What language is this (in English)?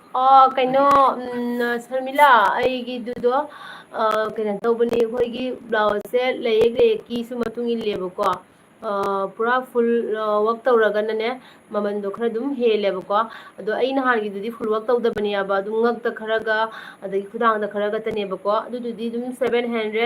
Manipuri